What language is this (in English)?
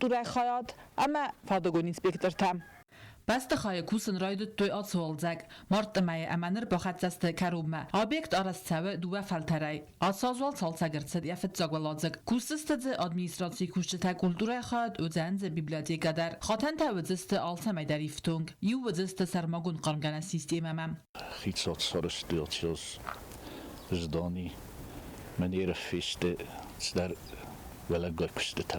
Ossetic